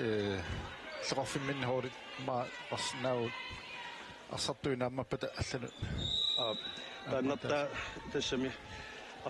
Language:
Kalaallisut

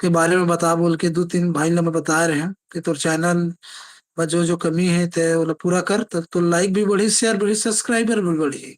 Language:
Chhattisgarhi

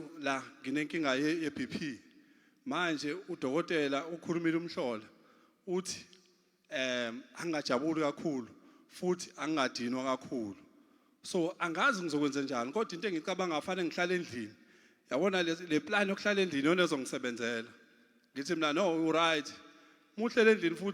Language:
Zulu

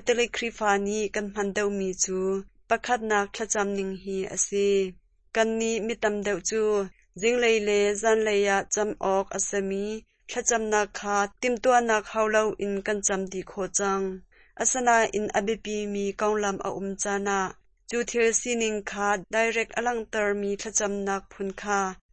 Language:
Hakha Chin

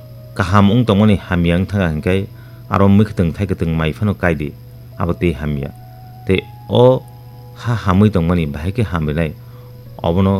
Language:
Kok Borok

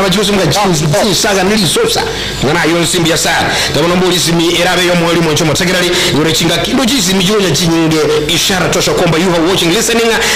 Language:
Gusii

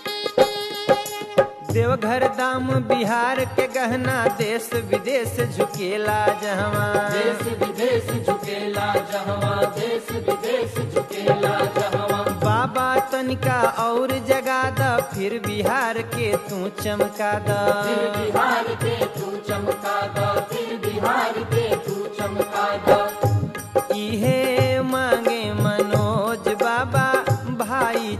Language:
Bhojpuri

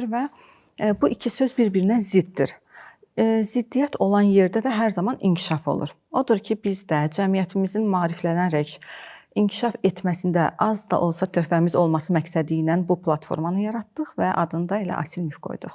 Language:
Azerbaijani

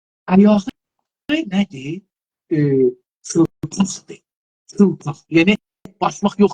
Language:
South Azerbaijani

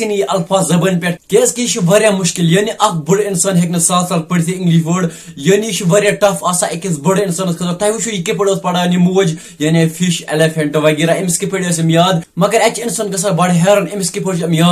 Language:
Kashmiri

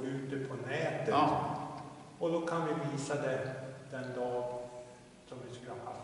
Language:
Swedish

